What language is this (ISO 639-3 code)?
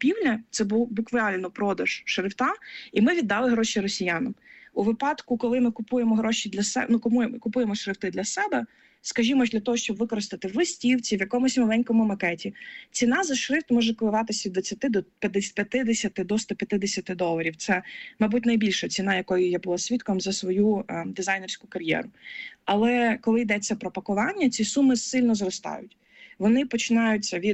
ukr